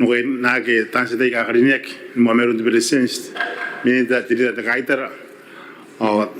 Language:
Gilbertese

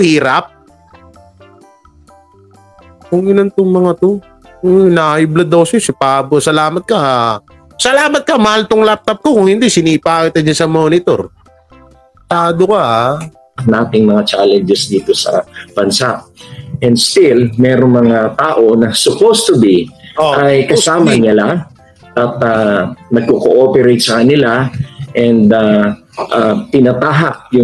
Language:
Filipino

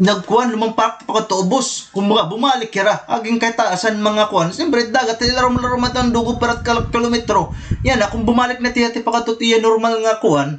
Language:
Waray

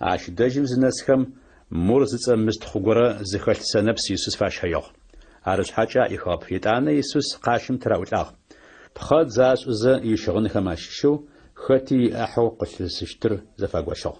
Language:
Adyghe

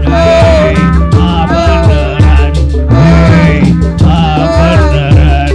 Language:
Betawi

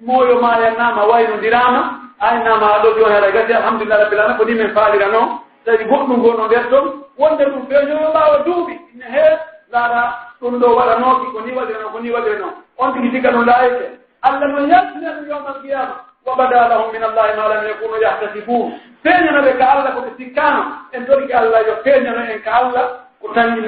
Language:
Pular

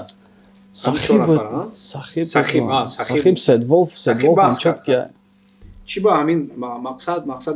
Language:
Tajik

